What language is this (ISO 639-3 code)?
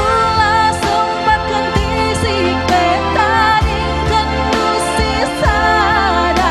btx